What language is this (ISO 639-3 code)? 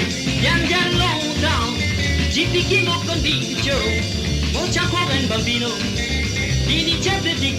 mfe